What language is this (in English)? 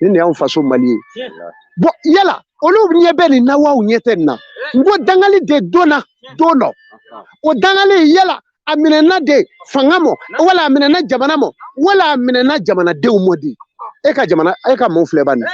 Bambara